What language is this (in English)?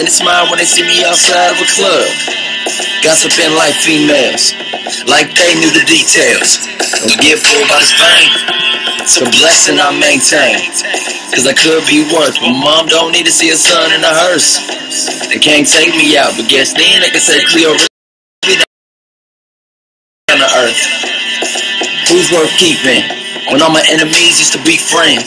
English